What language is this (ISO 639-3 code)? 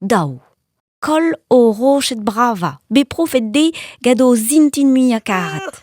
bre